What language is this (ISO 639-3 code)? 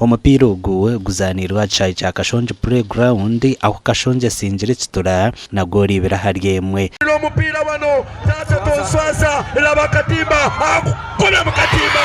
nyn